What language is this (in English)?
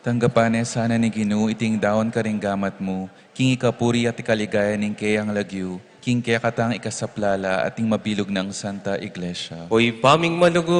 Pampanga